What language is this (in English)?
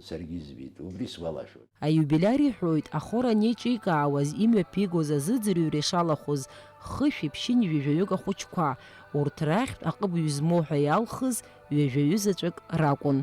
Abkhazian